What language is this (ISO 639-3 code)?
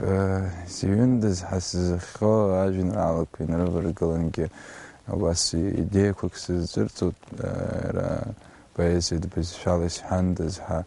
abk